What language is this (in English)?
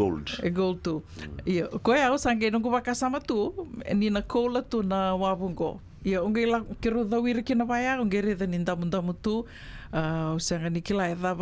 Fijian